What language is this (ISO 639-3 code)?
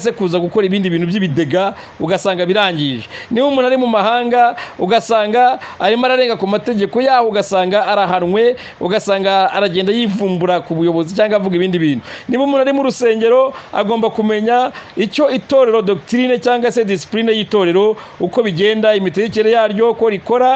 kin